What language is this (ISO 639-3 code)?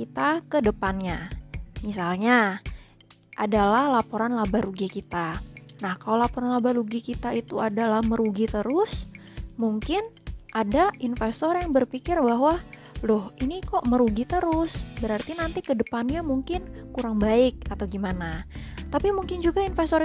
ind